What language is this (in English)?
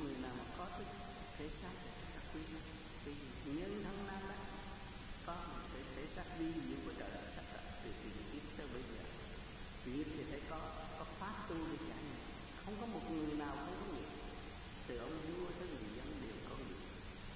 Vietnamese